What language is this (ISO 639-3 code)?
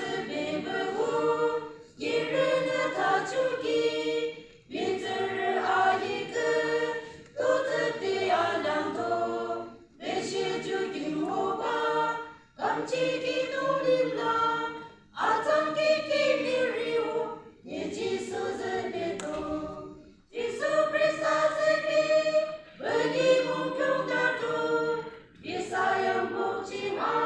yim